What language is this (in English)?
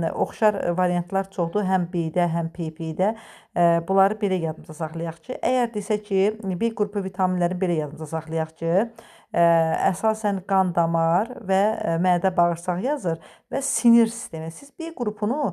Azerbaijani